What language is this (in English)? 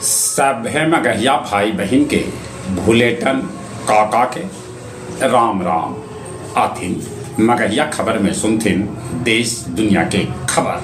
Magahi